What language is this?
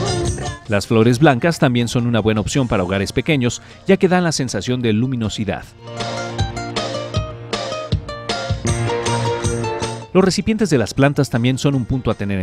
Spanish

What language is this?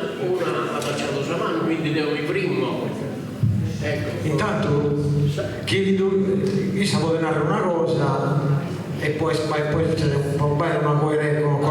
Sardinian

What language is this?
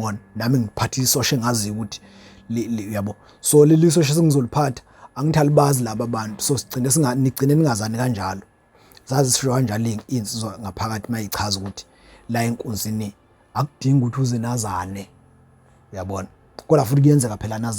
Zulu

